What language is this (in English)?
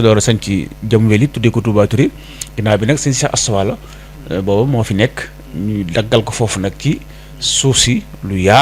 Wolof